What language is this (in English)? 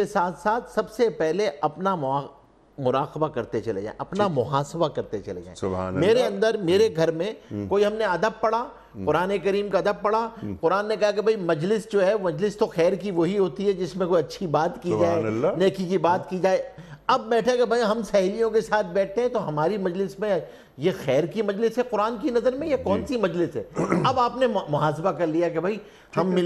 Urdu